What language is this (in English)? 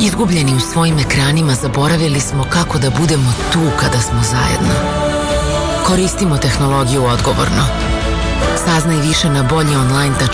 Serbian